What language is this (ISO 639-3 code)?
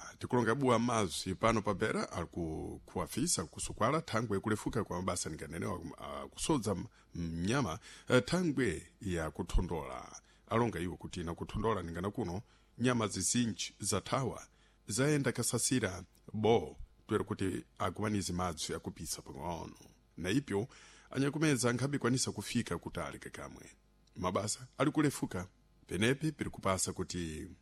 seh